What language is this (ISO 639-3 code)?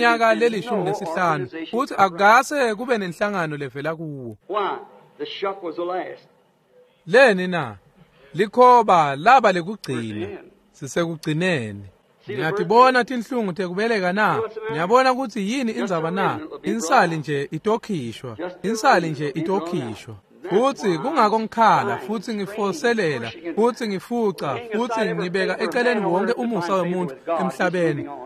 ssw